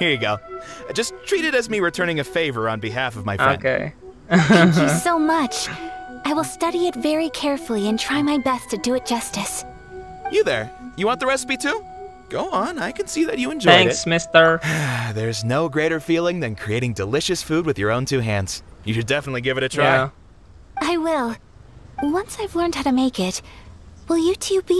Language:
English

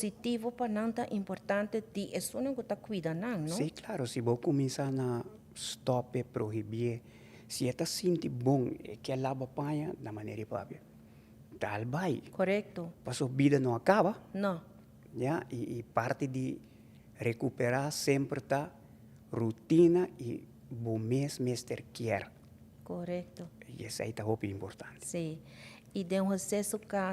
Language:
Papiamento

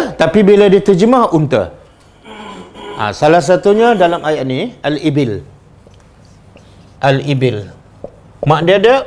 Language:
Malay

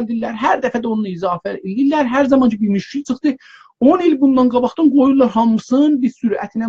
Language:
South Azerbaijani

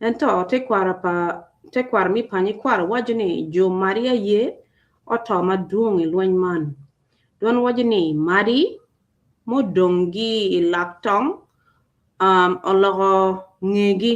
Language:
Acoli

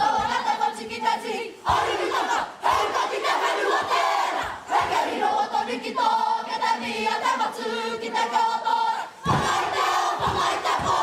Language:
Māori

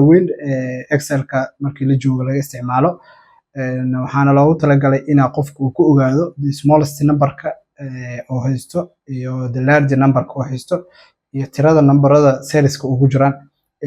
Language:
Somali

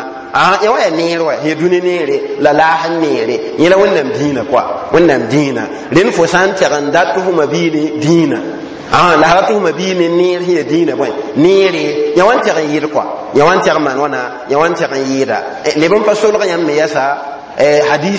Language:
Mossi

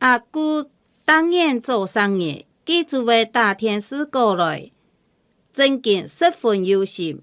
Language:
Hakka Chinese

